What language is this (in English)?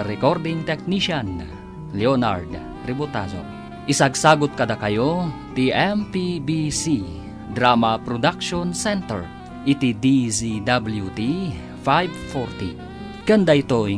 Iloko